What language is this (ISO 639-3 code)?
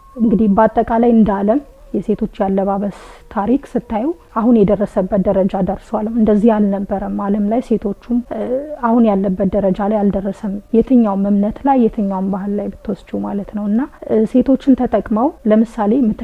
amh